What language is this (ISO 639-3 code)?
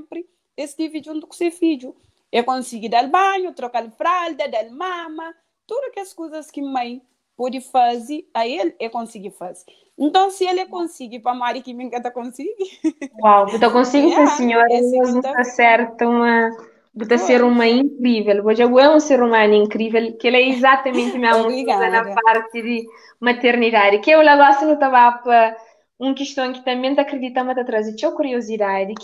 kea